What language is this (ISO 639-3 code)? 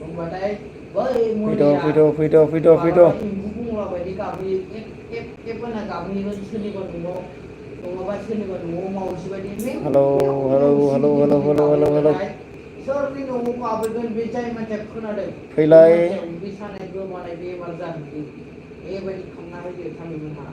brx